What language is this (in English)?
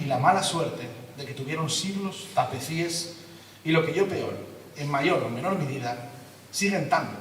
Asturian